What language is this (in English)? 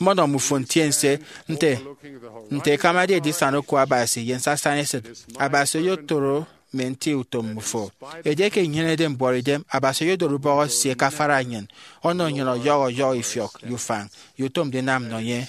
Efik